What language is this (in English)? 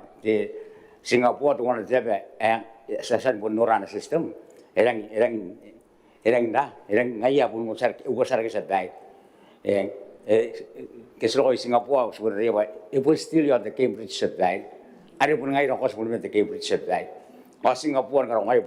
Gilbertese